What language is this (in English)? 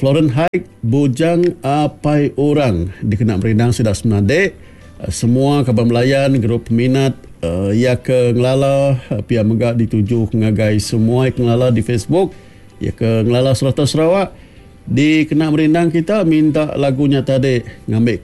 Iban